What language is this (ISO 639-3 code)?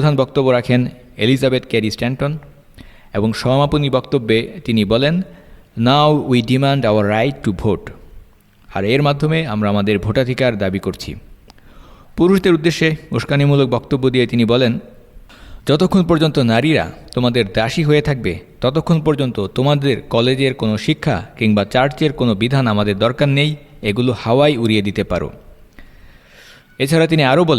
ben